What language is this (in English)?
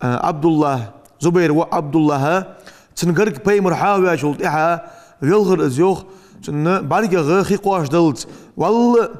Ingush